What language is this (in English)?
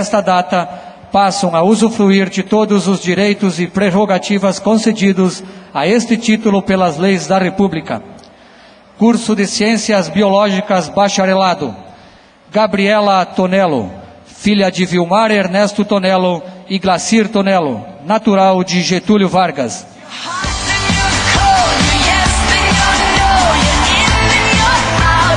Portuguese